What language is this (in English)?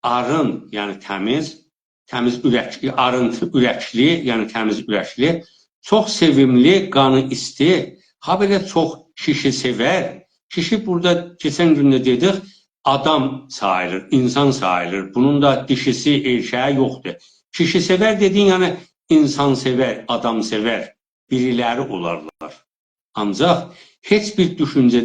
South Azerbaijani